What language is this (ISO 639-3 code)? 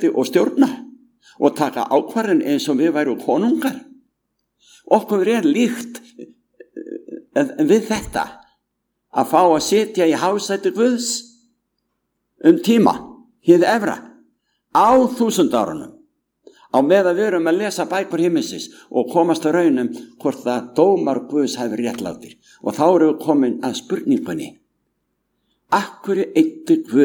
isl